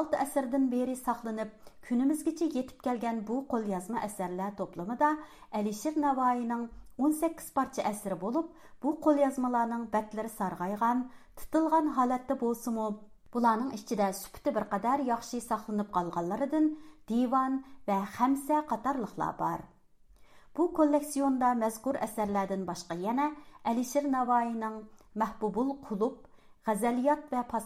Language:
Uyghur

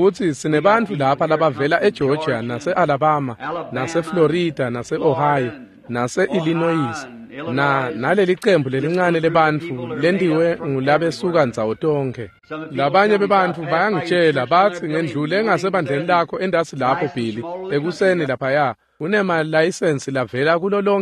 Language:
Swati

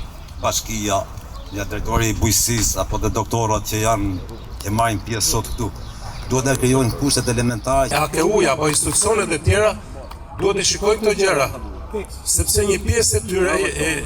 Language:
Albanian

